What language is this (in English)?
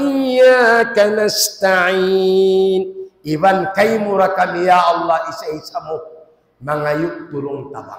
Tausug